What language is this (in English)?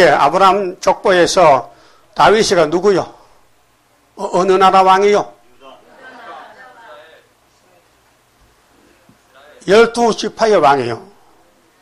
Korean